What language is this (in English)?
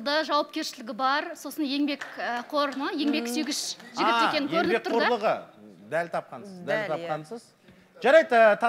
Kazakh